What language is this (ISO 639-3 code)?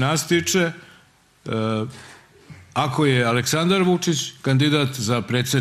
srp